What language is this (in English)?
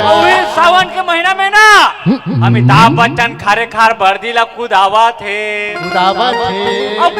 Chhattisgarhi